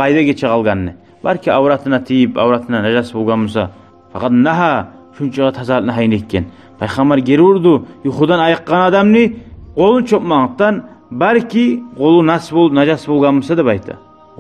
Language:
Kumyk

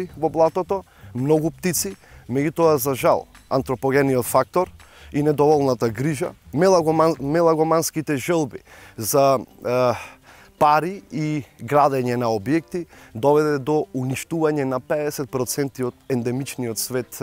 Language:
Macedonian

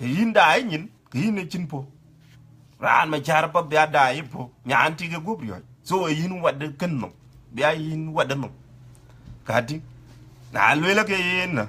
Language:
Dinka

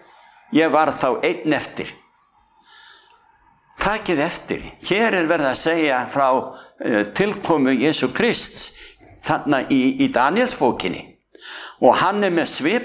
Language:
Icelandic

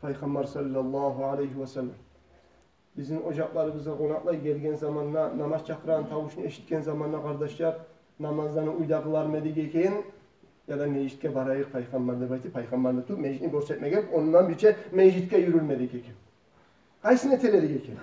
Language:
Kumyk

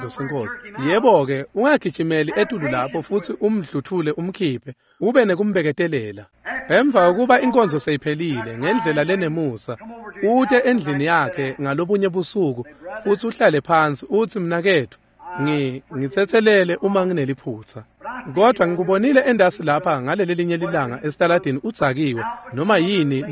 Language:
Swati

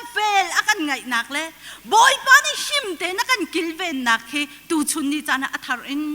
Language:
Hakha Chin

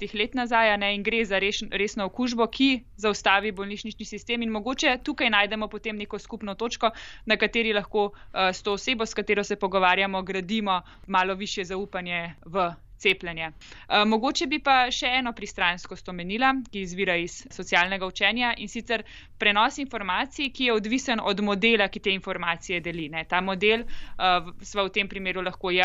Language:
Slovenian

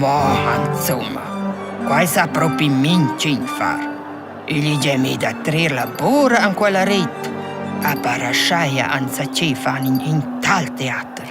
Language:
Romansh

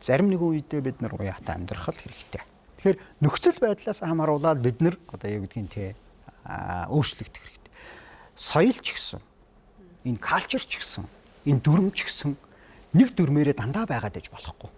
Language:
Mongolian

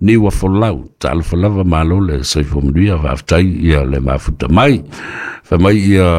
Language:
Samoan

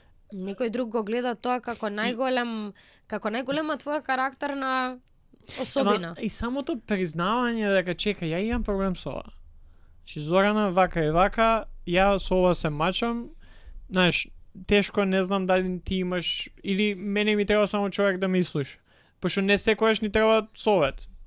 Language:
Macedonian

